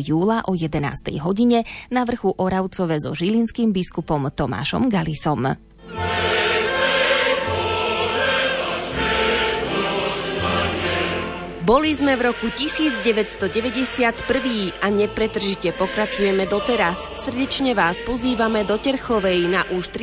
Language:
Slovak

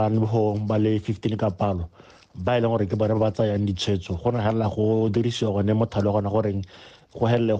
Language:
Tswana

